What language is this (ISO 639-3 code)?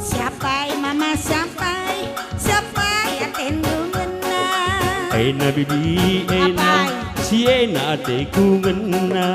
btx